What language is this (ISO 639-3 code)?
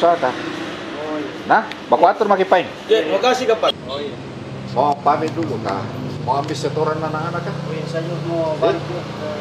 mfp